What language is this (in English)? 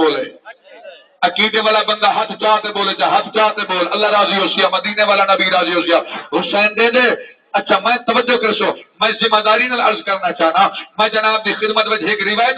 Saraiki